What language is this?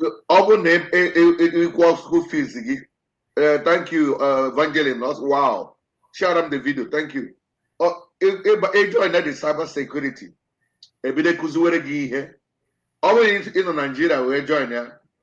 Igbo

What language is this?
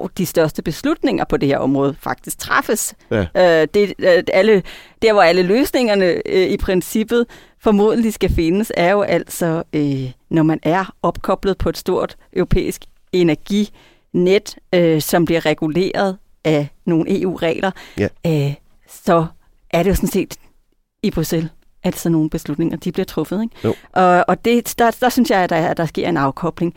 Danish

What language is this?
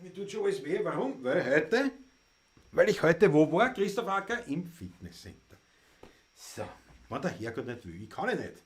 Bavarian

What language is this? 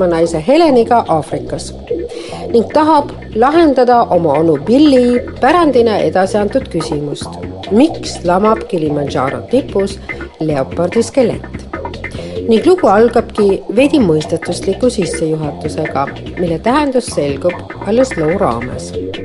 Estonian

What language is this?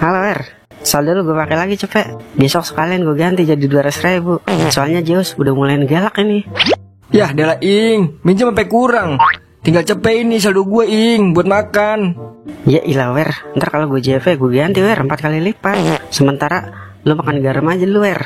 Betawi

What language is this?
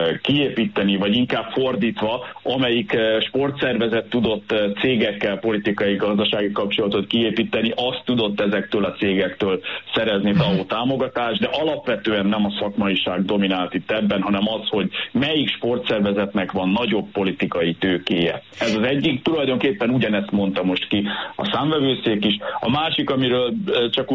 Hungarian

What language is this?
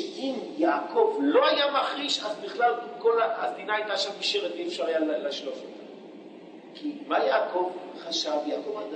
Hebrew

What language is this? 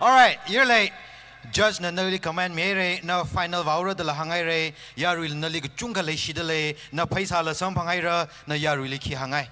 Tangkhul Naga (India)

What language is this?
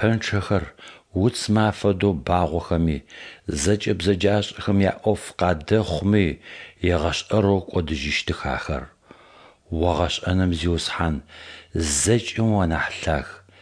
Adyghe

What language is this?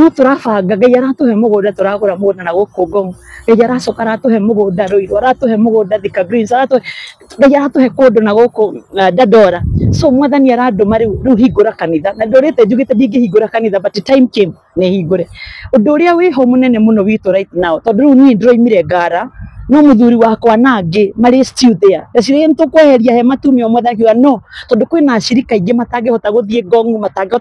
Kikuyu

